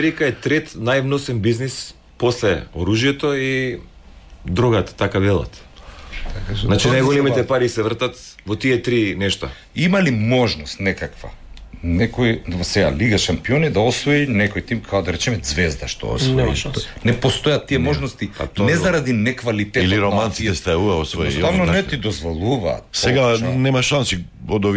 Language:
Macedonian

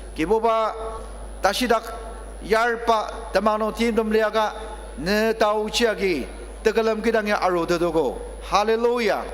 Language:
Ao Naga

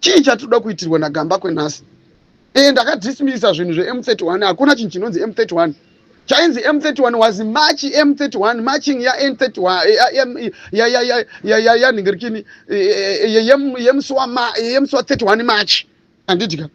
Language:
Shona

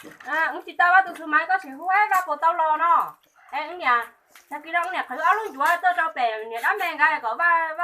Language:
Hmong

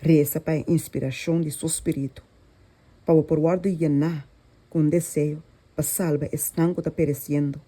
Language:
Papiamento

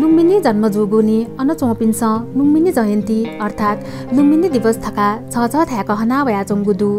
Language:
Newari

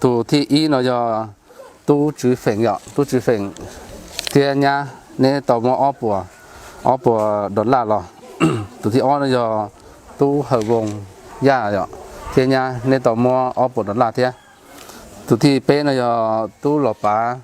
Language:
Hmong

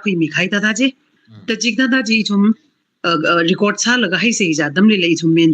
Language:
Tangkhul Naga (India)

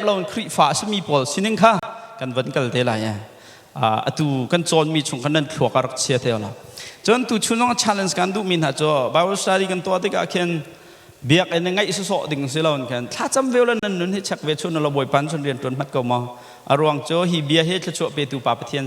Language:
Hakha Chin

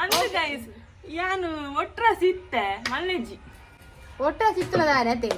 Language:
Tulu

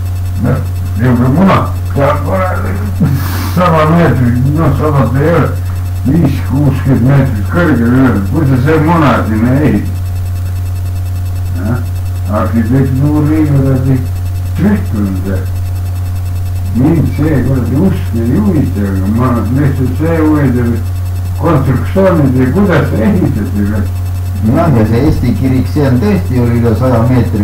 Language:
Estonian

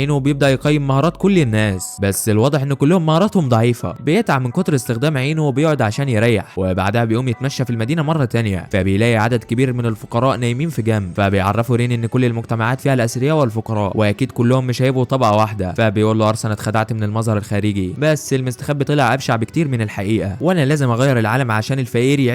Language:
Egyptian Arabic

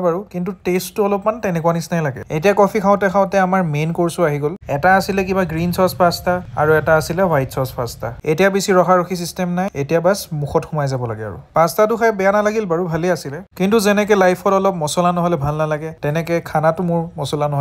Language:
Assamese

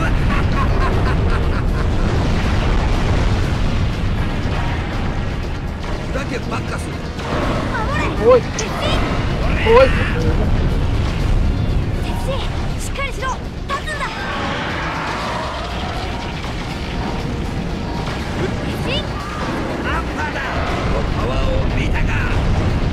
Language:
Japanese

